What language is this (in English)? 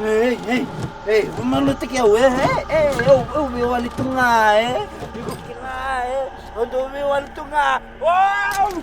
Fijian